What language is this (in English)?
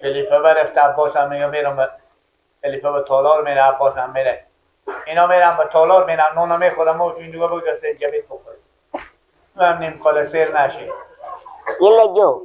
Persian